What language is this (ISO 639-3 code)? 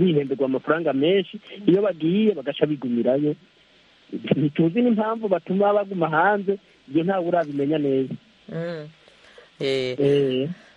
kin